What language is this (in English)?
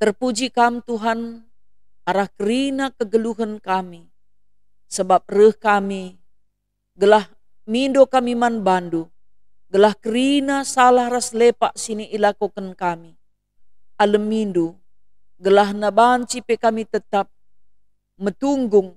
Batak Karo